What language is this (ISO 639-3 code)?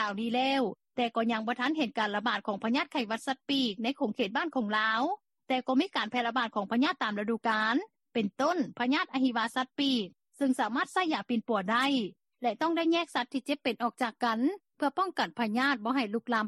lao